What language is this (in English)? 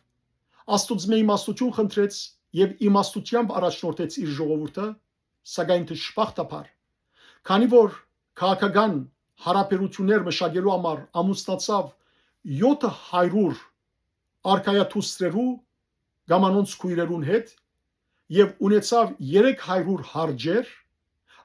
Western Armenian